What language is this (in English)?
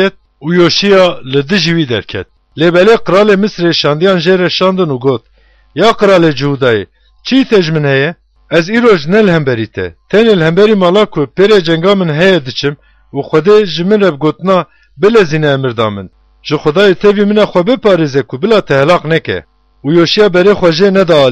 Kurdish